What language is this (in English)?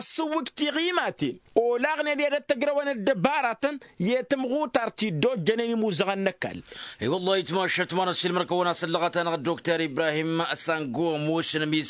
Tamasheq